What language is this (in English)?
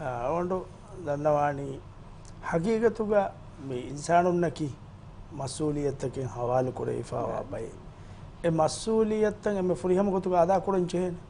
Divehi